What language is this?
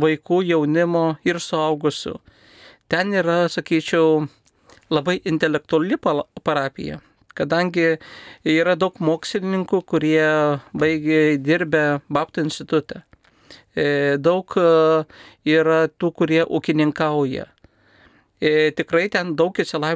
Lithuanian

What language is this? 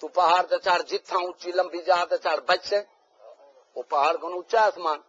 Saraiki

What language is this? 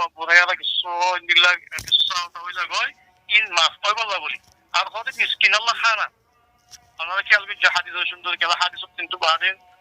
Rohingya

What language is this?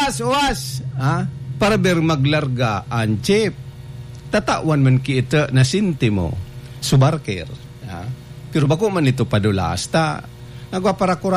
Bikol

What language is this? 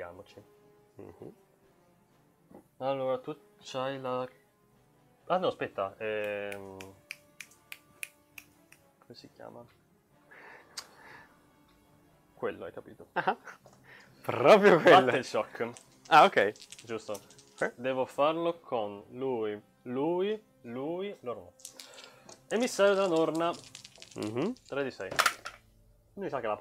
Italian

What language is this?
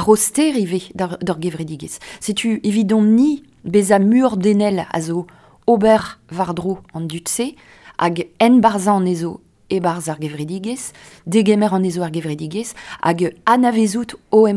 Breton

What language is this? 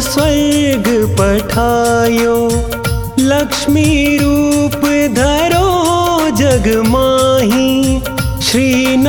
Hindi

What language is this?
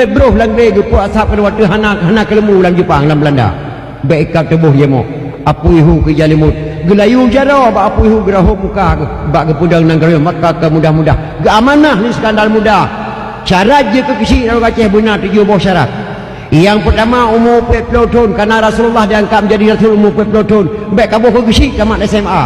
Achinese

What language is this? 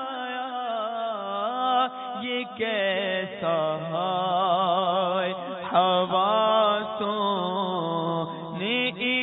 Urdu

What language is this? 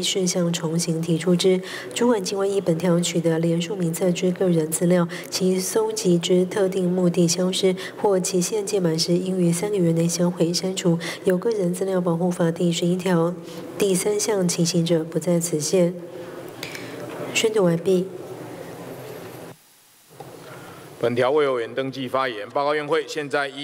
Chinese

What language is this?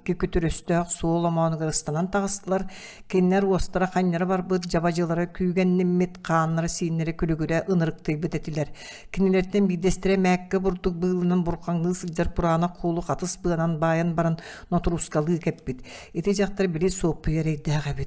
Yakut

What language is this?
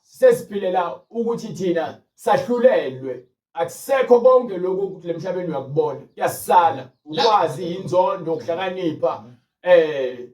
Zulu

